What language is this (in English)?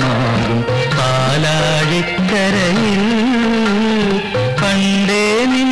Malayalam